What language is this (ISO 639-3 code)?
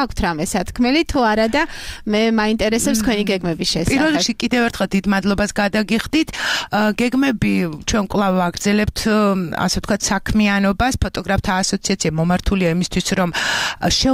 kat